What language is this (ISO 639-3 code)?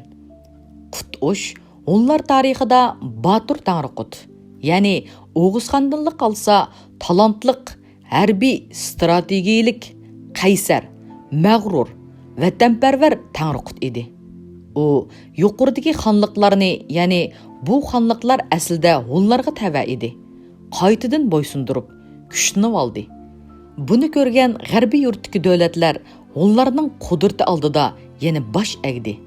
uig